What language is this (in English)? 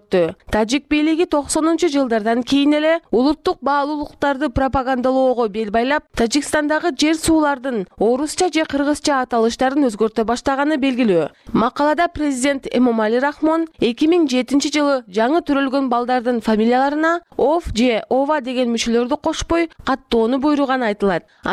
Kyrgyz